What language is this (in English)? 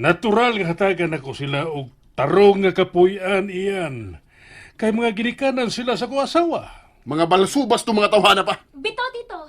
Cebuano